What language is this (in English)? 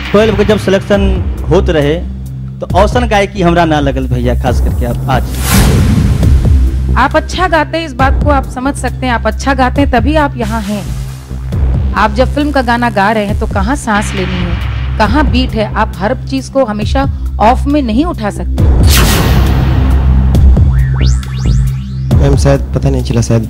Bhojpuri